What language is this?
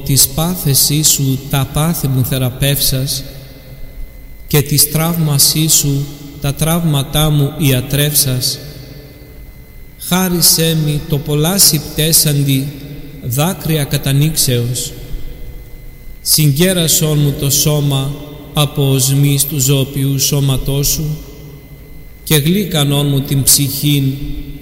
Greek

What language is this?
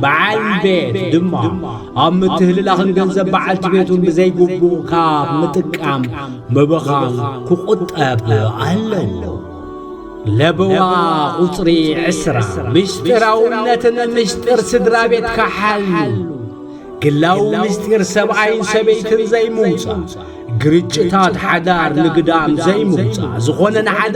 Tigrinya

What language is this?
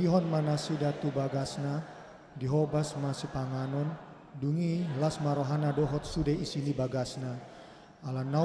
Batak Toba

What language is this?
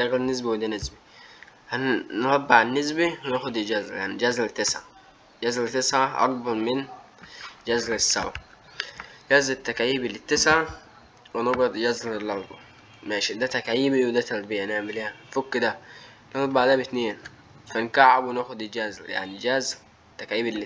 Egyptian Arabic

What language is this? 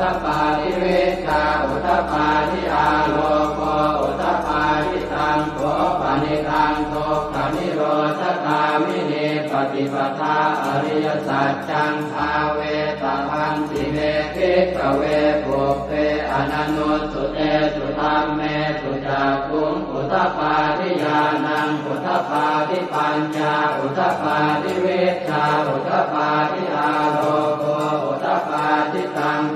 Pali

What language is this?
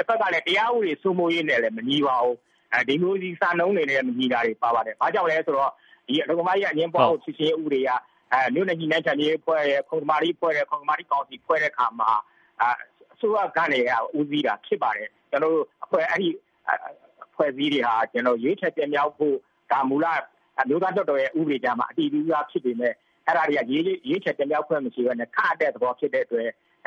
Burmese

